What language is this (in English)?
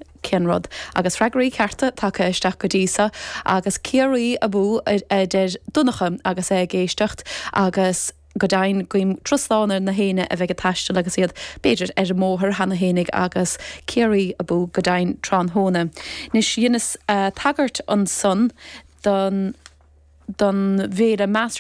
Irish